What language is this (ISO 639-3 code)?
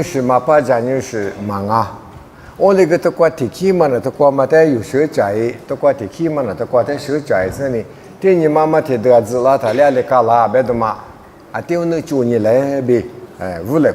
lis